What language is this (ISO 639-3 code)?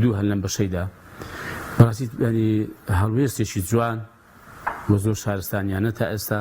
ckb